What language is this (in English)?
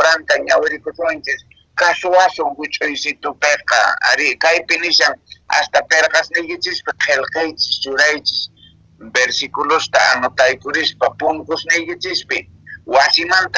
Quechua